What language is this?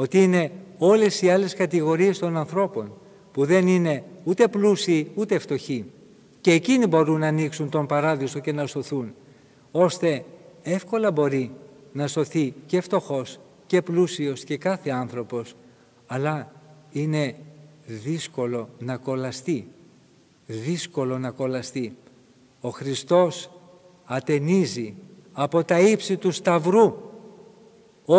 Greek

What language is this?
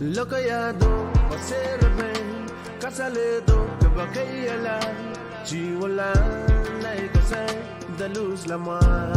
Pohnpeian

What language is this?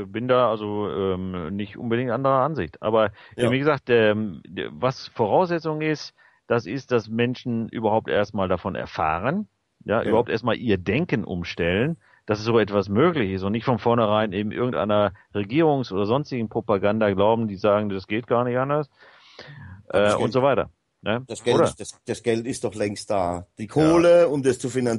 German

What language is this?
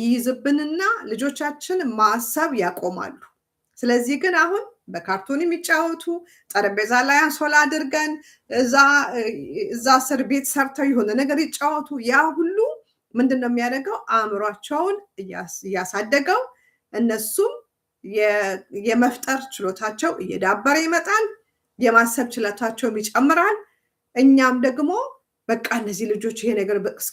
Amharic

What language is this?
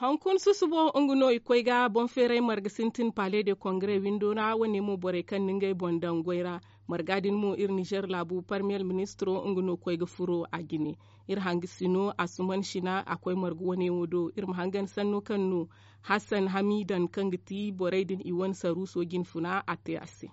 Zarma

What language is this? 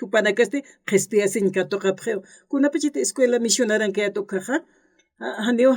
Aymara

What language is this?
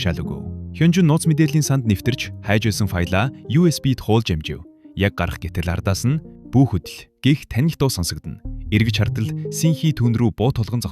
Mongolian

